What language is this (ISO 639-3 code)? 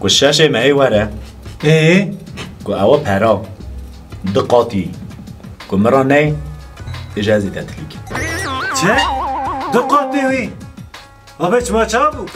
kur